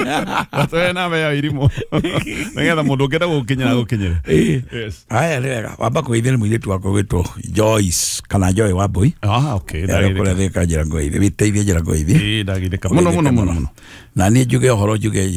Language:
Kikuyu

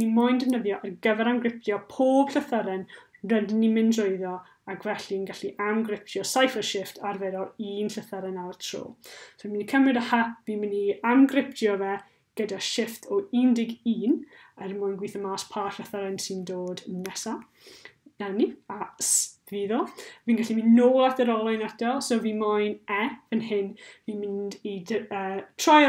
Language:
Welsh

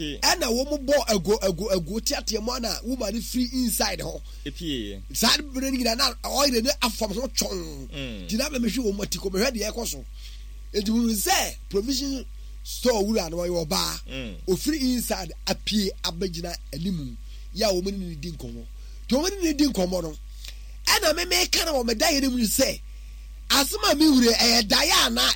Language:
Akan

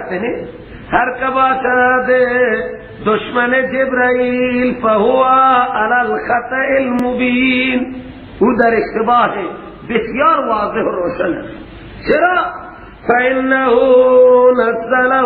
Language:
Persian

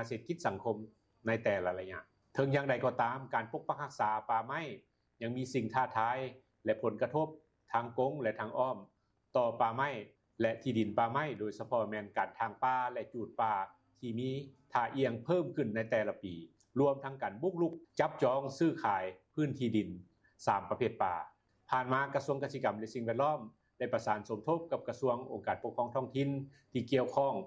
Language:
Lao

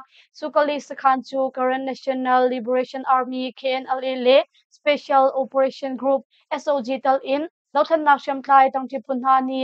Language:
Hakha Chin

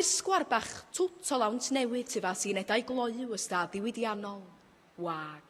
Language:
Welsh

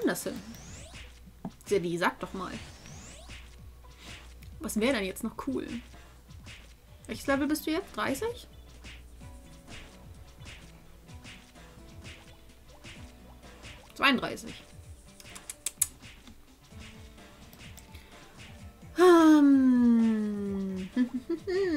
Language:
German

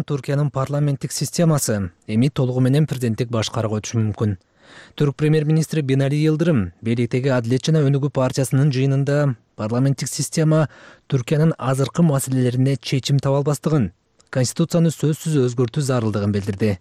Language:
Kyrgyz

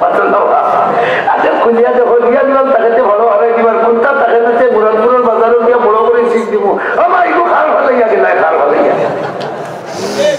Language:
Sylheti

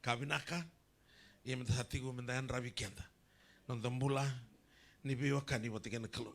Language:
Fijian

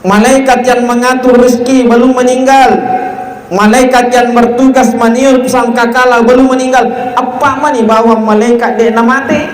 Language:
Buginese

